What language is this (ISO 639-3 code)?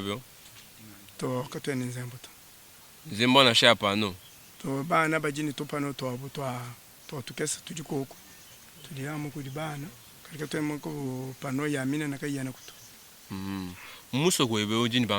lua